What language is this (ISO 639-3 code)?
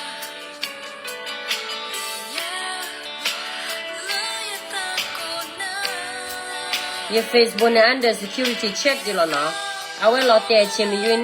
ksw